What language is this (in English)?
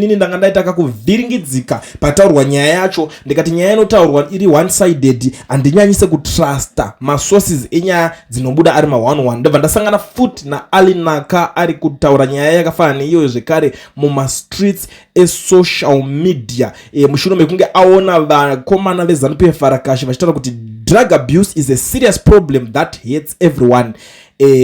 Shona